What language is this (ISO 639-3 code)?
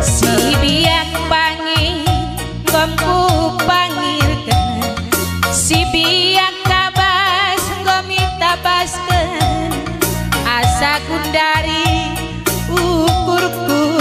btx